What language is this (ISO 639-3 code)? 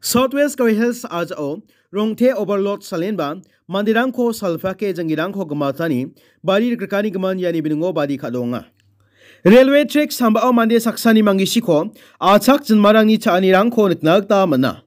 grt